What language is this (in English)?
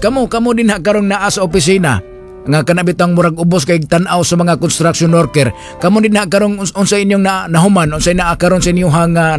Cebuano